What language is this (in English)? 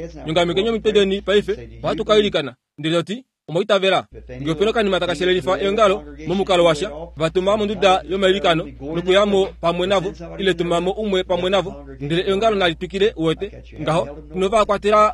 Kuanyama